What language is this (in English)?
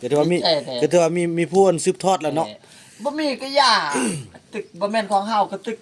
Northeastern Thai